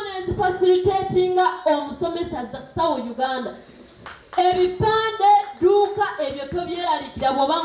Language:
Ganda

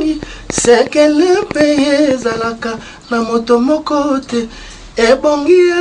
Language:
Lingala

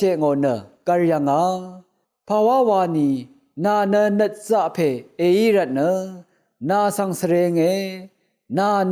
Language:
Rawang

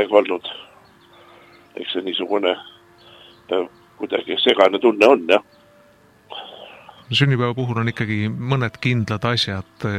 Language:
Estonian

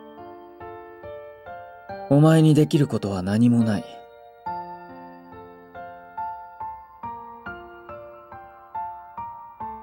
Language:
Japanese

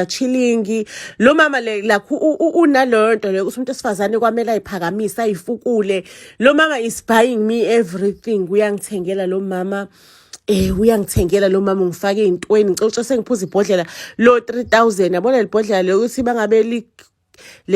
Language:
Zulu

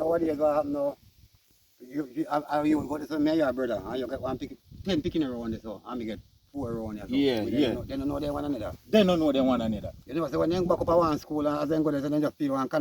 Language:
Jamaican Creole English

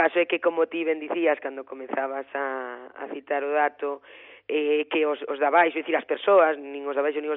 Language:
Galician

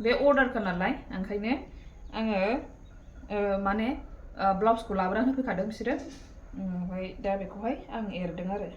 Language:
Bodo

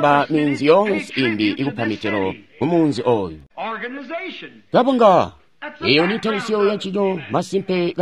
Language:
Tonga (Zambia)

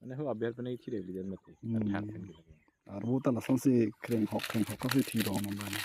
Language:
Karbi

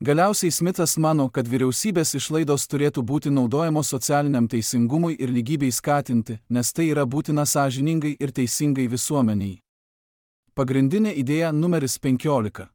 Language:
Lithuanian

